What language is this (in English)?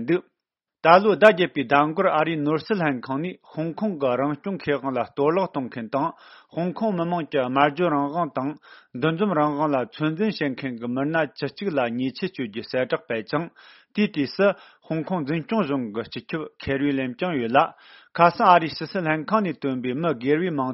Tibetan